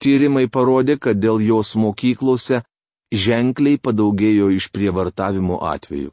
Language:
Lithuanian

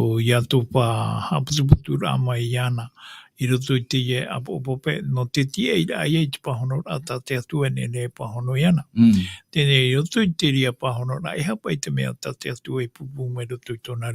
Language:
Tahitian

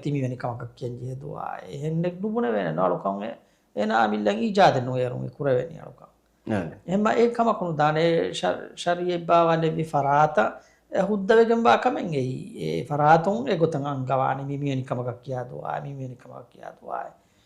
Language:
Divehi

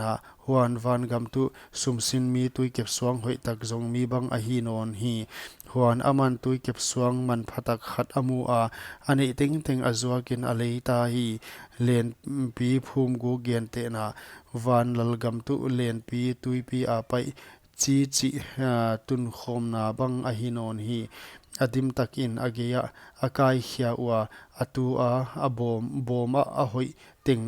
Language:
Paite Chin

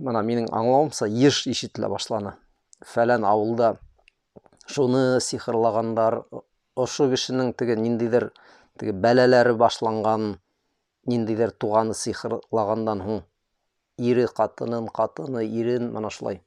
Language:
Bashkir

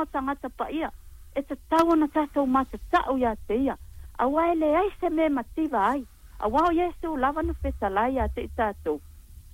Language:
Samoan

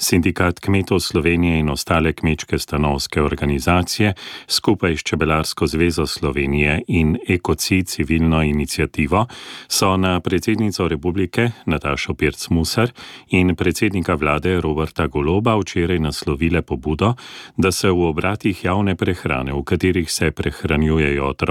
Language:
Slovenian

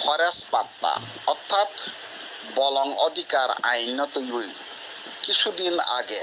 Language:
Kok Borok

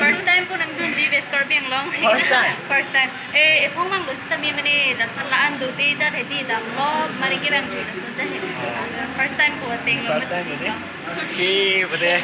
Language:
Karbi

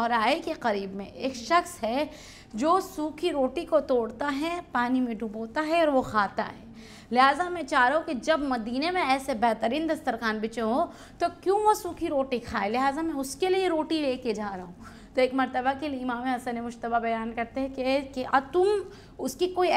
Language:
Urdu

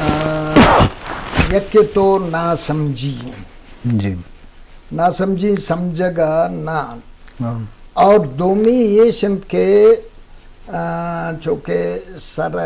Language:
Baluchi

